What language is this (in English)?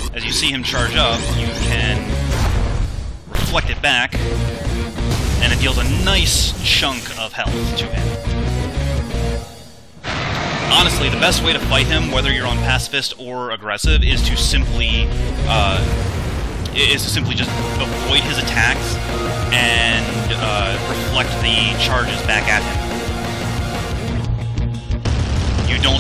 English